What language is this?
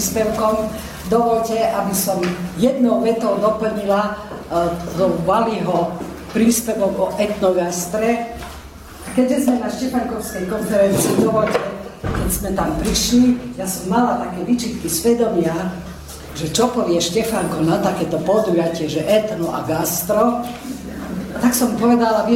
Slovak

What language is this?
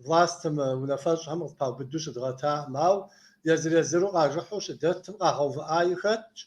Kabardian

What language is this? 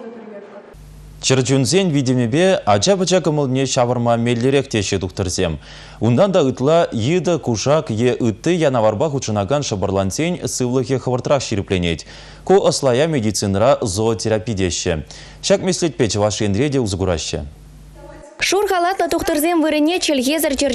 Chuvash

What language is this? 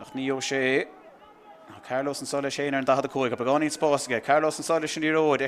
Irish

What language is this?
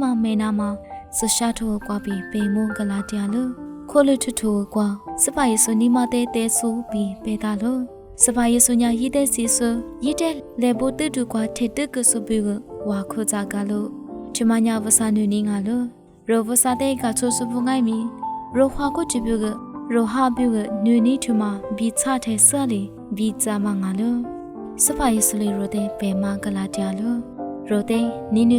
Lisu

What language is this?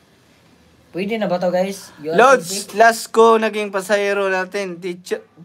Filipino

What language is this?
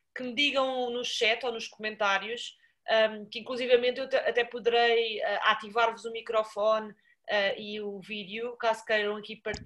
Portuguese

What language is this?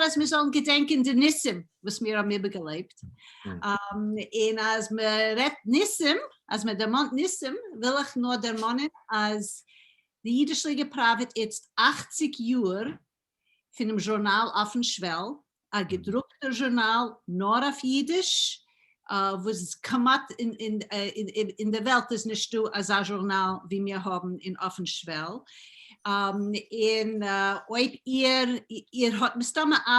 Yiddish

